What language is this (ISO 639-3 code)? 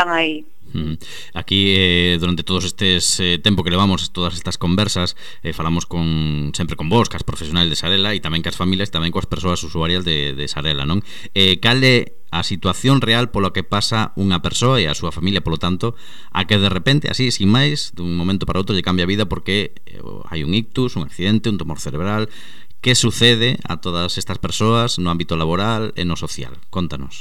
glg